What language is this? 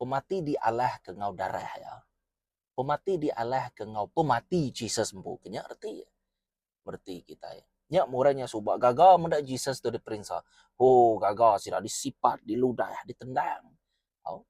Iban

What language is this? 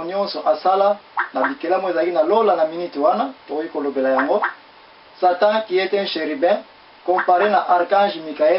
Lingala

